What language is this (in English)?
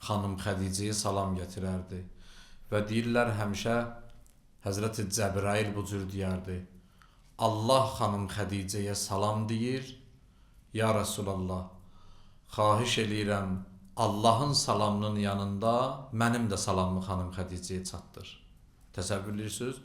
Azerbaijani